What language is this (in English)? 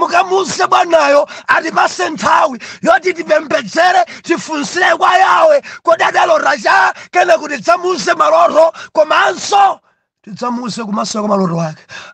Nyanja